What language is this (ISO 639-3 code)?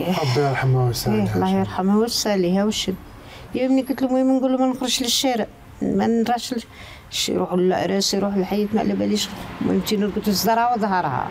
arq